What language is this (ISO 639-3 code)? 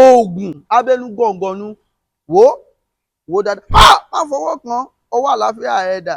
yor